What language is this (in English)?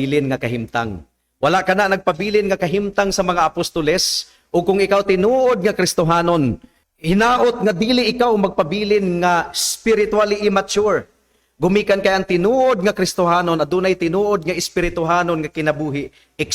Cebuano